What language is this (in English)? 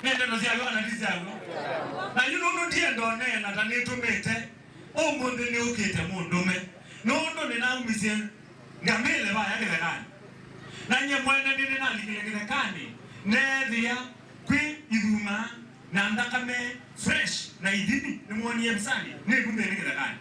Kamba